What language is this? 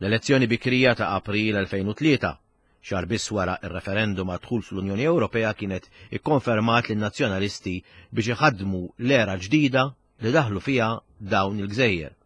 Maltese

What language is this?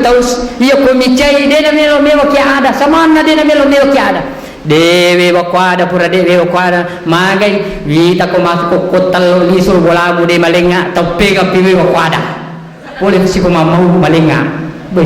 Buginese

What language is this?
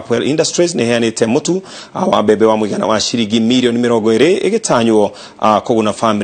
Kikuyu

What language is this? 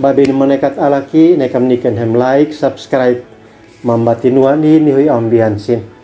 Uab Meto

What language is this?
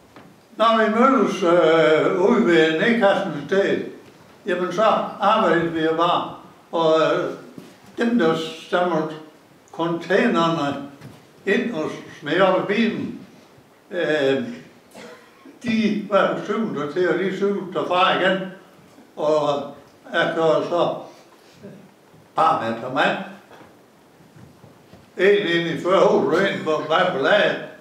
Danish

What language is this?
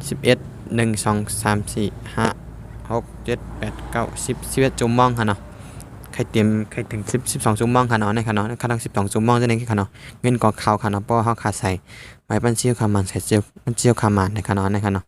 Shan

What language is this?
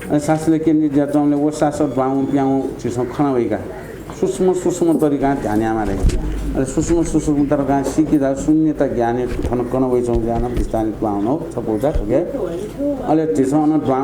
Newari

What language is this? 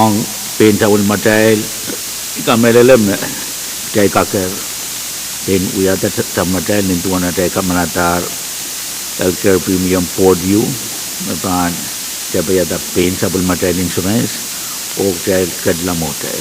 Pohnpeian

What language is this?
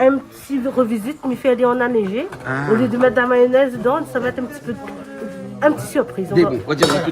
Réunion Creole French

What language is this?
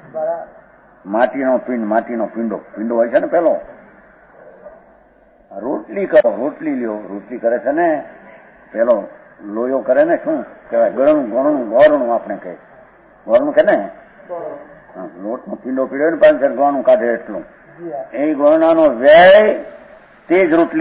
Gujarati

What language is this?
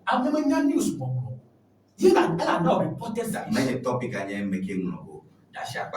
Ewe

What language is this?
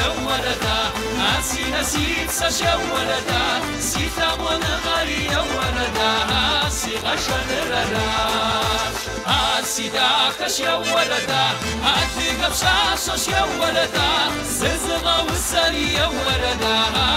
Kabardian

